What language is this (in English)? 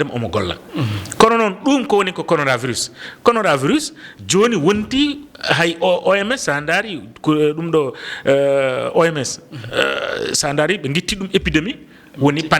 Fula